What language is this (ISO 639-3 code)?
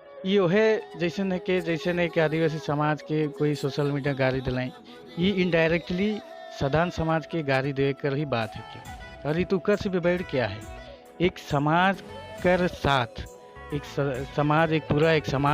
sck